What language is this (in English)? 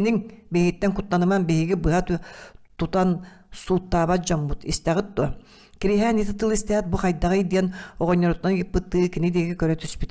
Yakut